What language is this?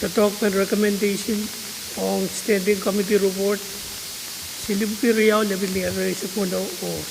Pohnpeian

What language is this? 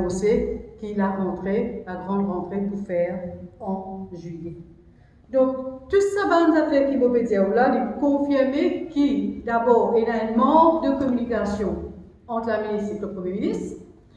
Morisyen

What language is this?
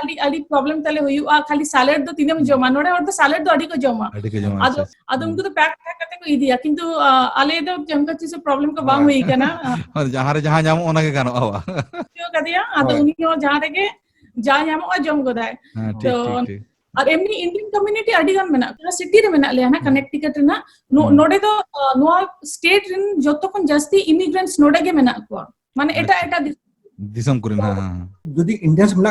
Santali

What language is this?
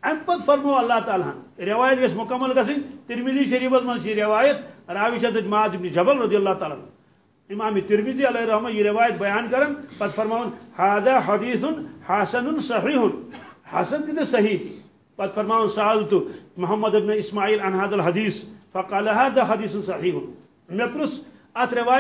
Kashmiri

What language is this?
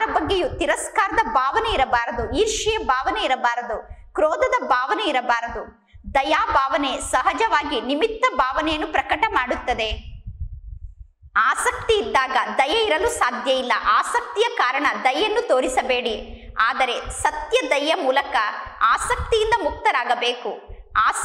Kannada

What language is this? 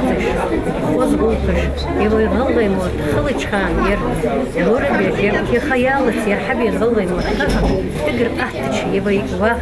Ingush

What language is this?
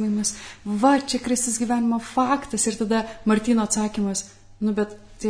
Lithuanian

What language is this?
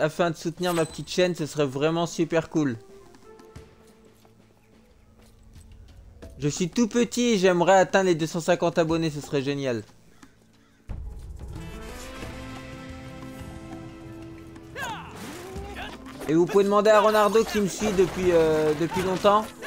French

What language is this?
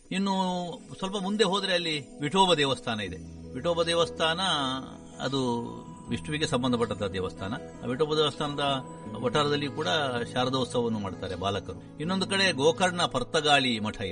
Kannada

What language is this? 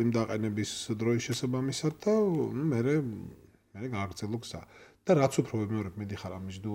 Georgian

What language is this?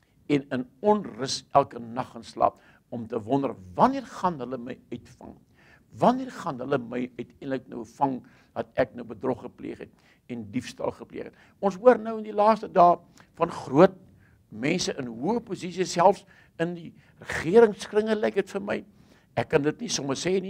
Afrikaans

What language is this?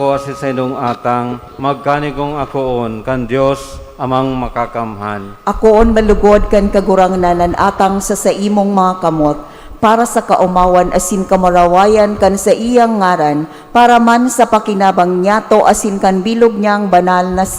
Bikol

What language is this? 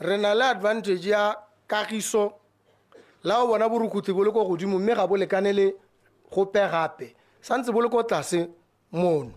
Tswana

